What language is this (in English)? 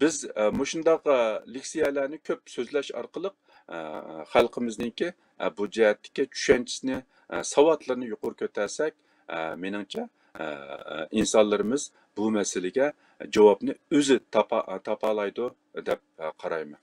Uyghur